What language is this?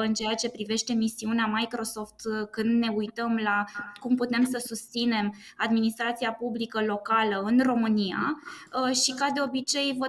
Romanian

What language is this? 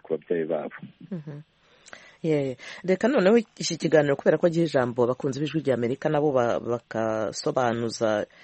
Kinyarwanda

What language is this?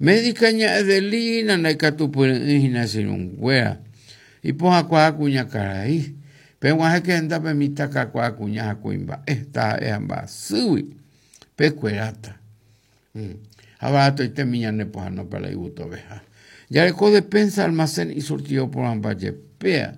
Guarani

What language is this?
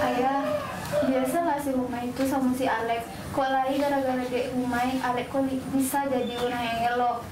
Minangkabau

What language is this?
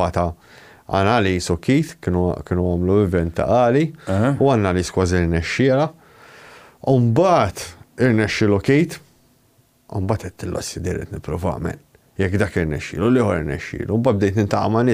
Maltese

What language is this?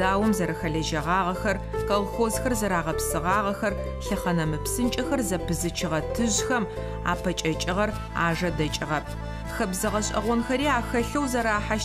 Adyghe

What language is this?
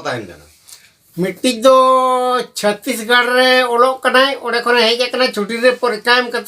Santali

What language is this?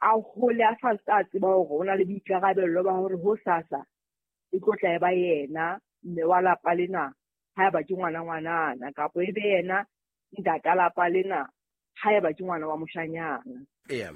Southern Sotho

